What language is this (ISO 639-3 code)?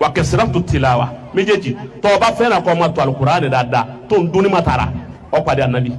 yor